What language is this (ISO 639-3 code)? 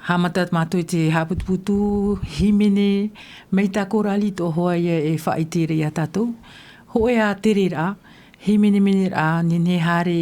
tah